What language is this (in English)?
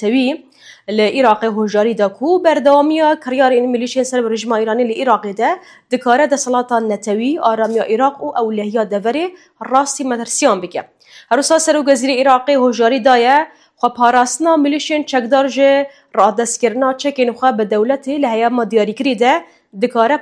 Kurdish